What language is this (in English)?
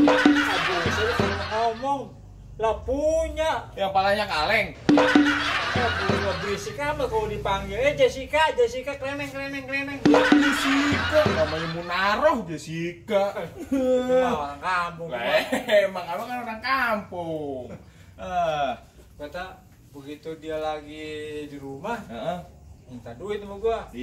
Betawi